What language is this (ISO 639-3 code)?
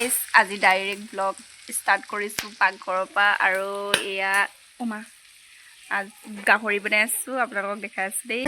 asm